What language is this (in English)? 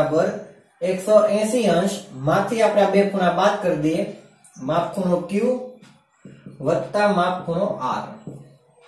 Gujarati